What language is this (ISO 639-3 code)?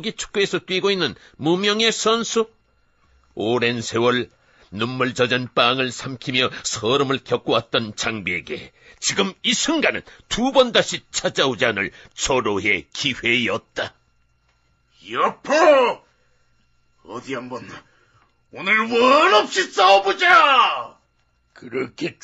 kor